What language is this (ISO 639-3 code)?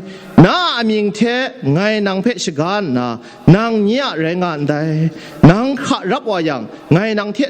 kac